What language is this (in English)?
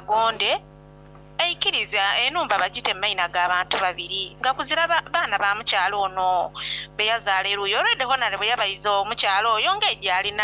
Soga